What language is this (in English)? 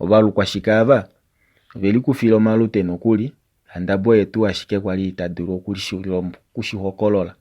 Kuanyama